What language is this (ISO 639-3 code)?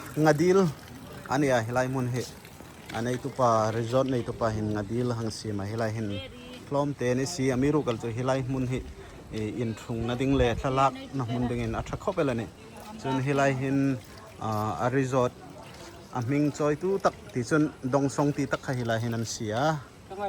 hmr